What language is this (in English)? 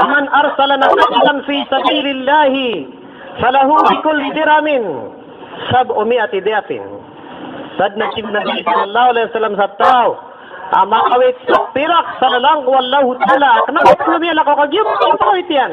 Maranao